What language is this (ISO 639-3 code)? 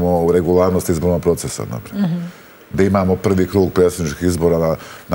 srp